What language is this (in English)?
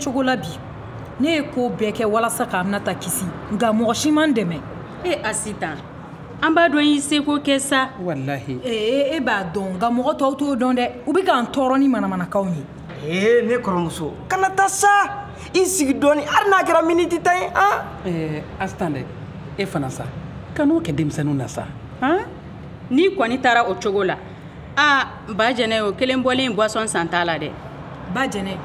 Bambara